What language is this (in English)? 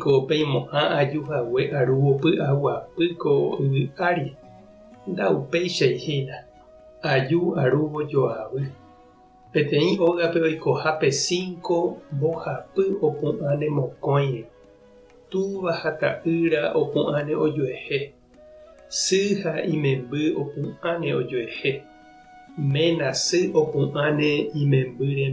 Guarani